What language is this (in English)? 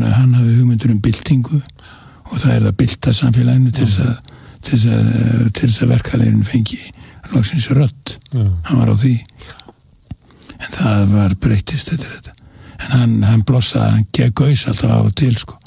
Icelandic